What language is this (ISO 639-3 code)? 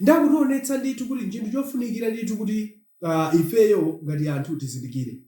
nya